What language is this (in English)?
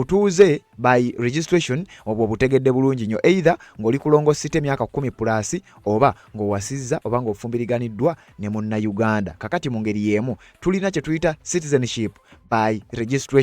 Ganda